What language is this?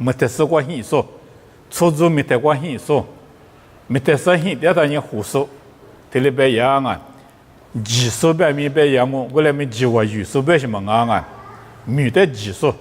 Lisu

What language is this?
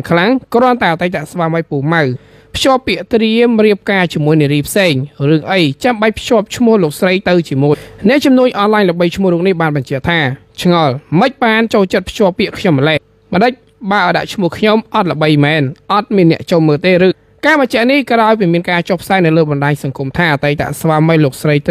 Khmer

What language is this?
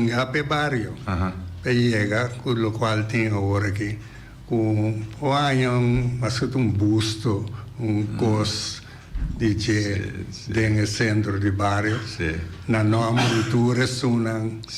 Papiamento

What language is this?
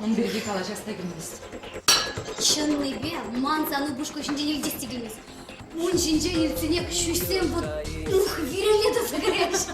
Chuvash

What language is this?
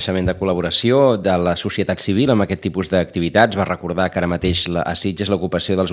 Catalan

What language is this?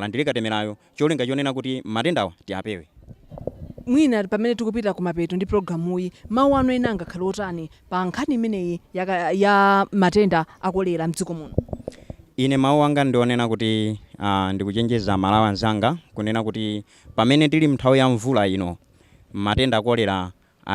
Nyanja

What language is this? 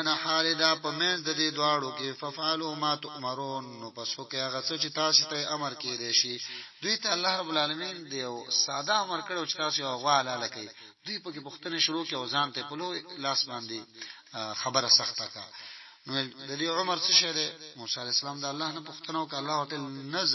Pashto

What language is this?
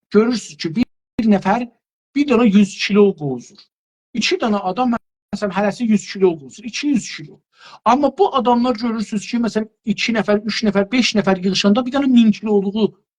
South Azerbaijani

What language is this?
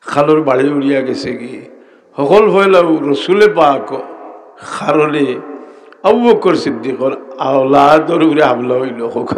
Sylheti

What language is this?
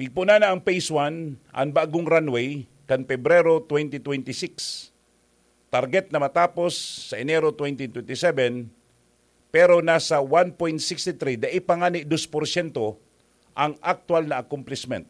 Bikol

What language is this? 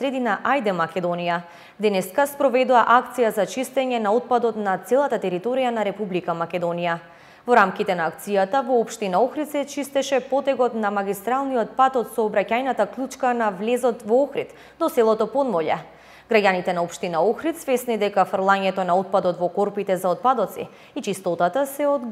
Macedonian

